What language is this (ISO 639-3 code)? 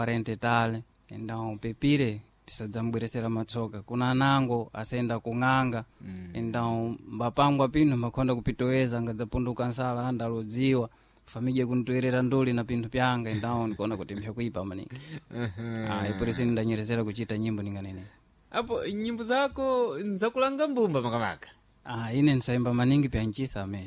seh